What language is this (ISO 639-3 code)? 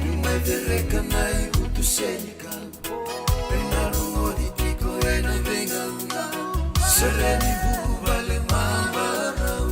fij